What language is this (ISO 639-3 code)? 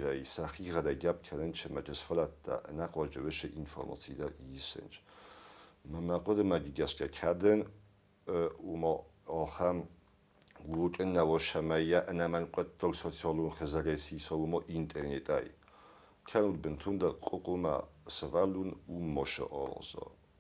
oss